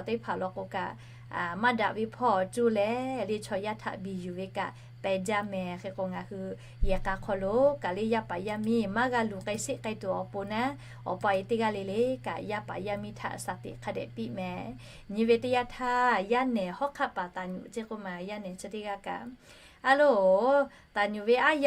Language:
Lahu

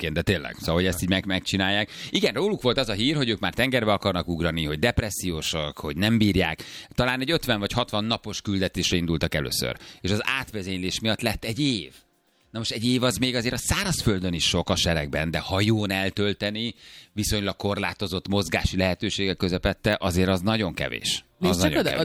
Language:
Hungarian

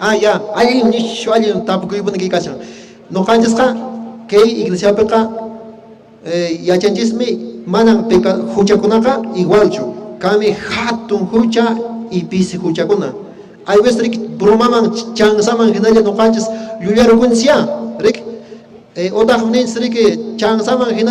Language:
Quechua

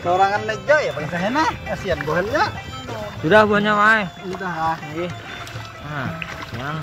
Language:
Banjar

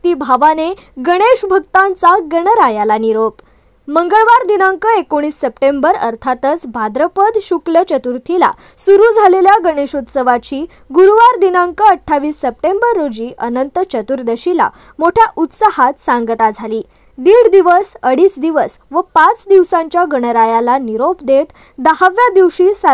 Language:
Marathi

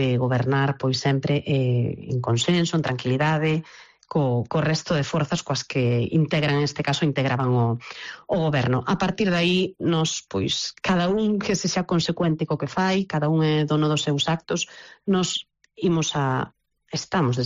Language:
Galician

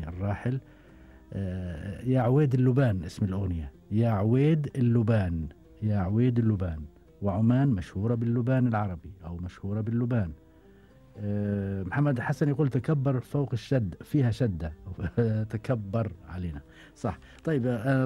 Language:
Gulf Arabic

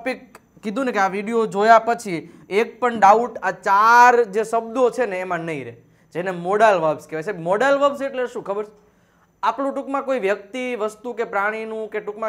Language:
Gujarati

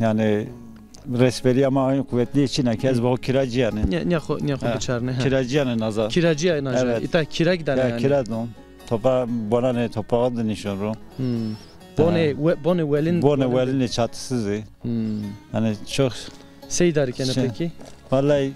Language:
Zaza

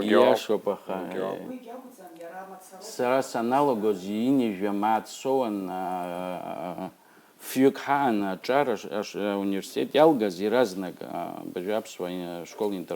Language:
Abkhazian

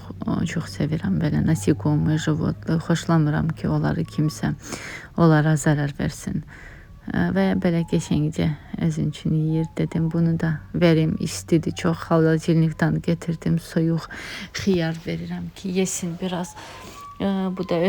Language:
Azerbaijani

